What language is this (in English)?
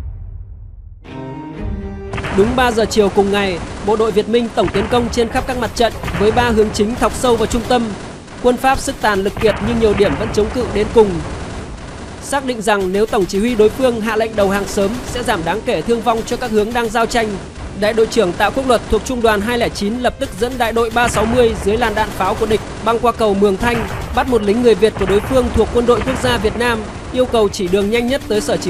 Vietnamese